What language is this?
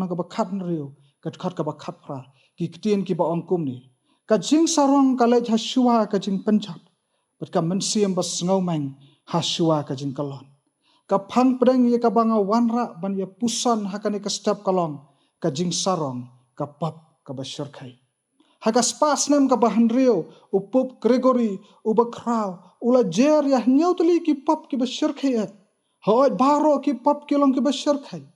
Khasi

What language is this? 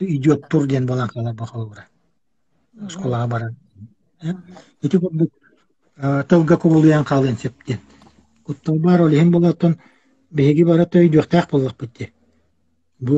Yakut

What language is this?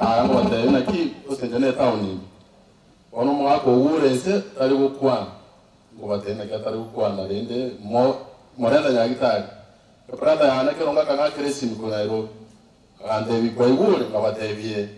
Gusii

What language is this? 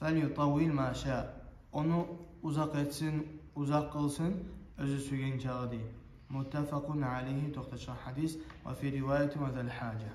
Kumyk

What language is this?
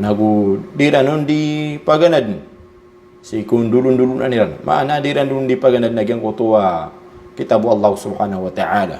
Maranao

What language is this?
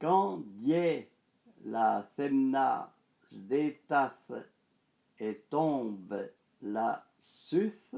Arpitan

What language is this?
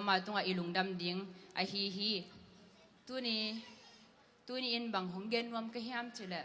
Tedim Chin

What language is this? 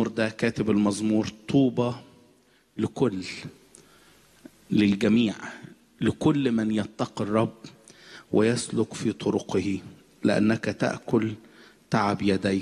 Egyptian Arabic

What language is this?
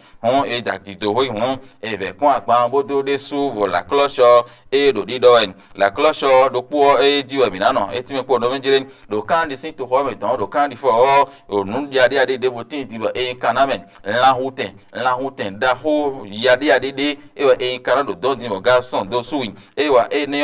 Fon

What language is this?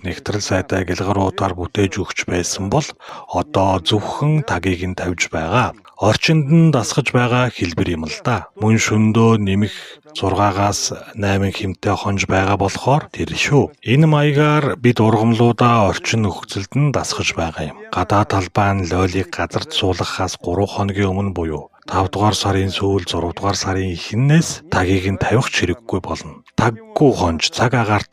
Mongolian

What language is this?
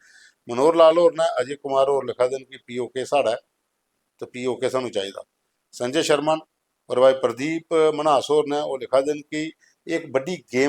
Dogri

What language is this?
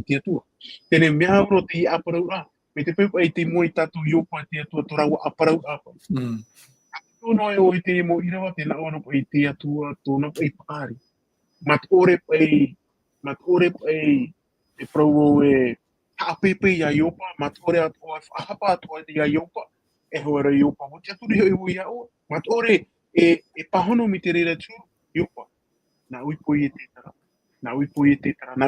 Tahitian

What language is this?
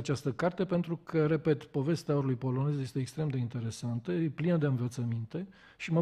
Romanian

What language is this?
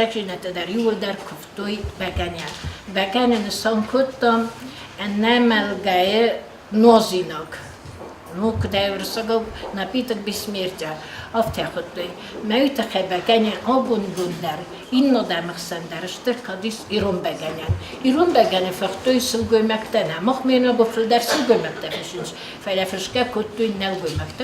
Ossetic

